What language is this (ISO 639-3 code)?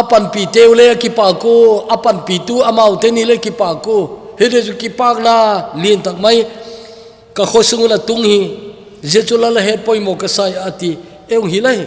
tcz